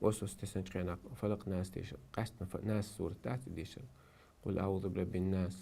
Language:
Chechen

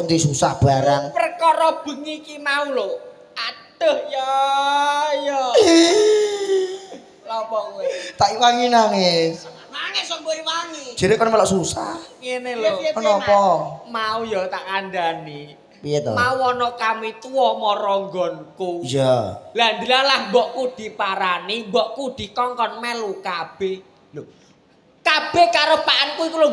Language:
Javanese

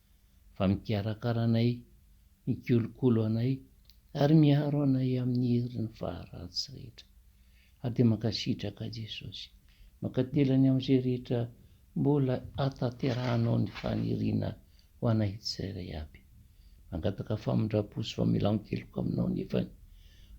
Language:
Malagasy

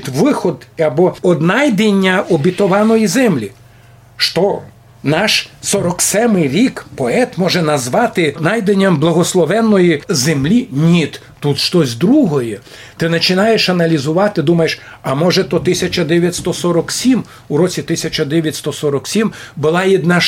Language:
Rusyn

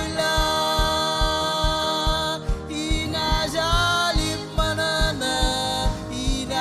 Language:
Marshallese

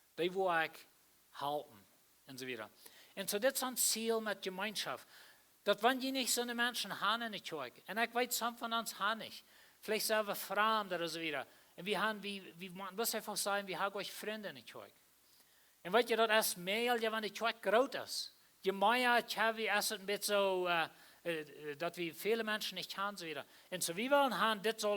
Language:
Plautdietsch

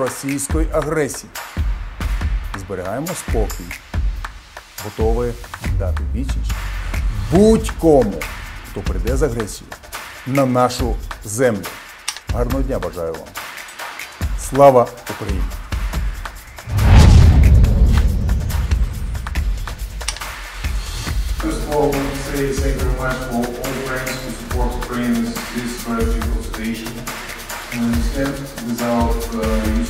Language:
Ukrainian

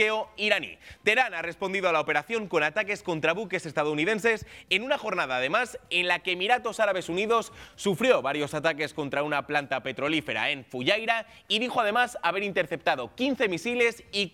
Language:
Spanish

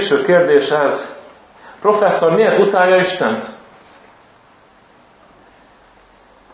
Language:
Hungarian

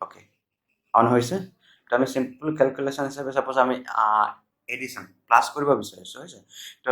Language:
Assamese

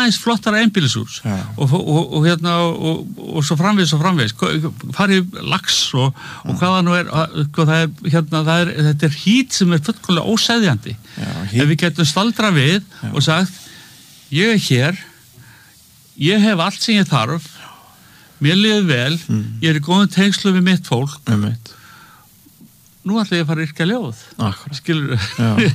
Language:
Icelandic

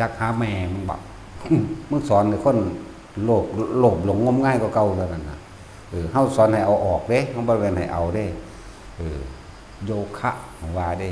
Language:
Northeastern Thai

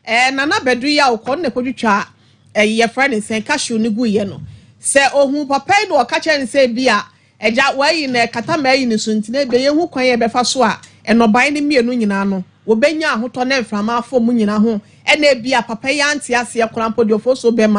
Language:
Akan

